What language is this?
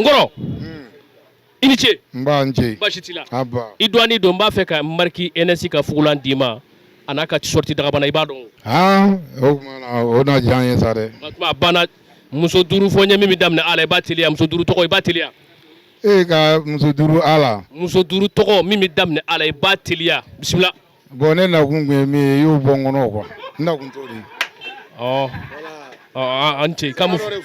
Bambara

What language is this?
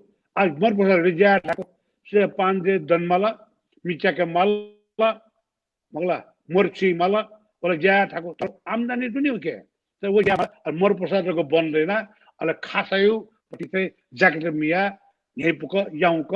Newari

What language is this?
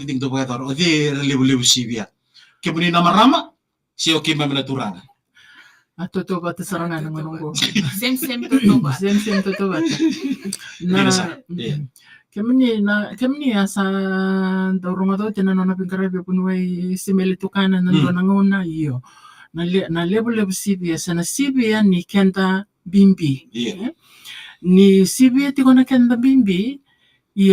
Fijian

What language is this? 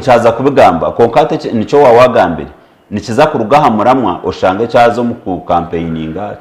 Nyankole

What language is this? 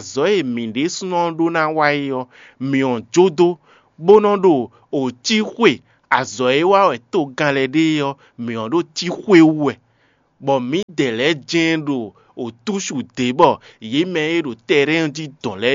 Fon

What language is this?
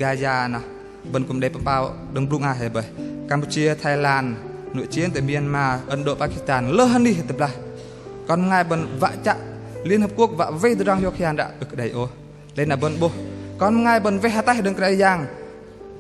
Bahnar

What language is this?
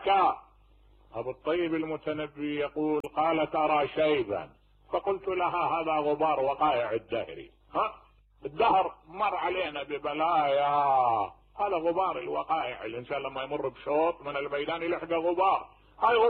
Mesopotamian Arabic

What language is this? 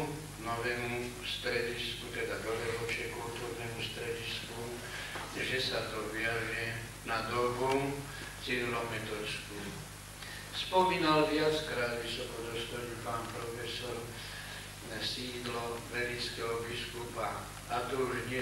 Slovak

